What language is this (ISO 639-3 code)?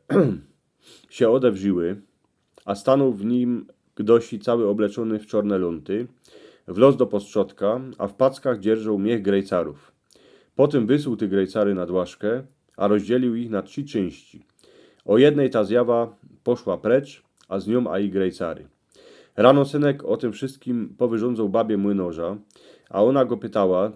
szl